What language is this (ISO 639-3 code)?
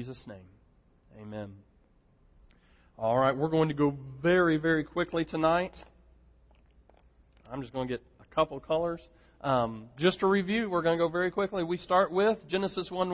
eng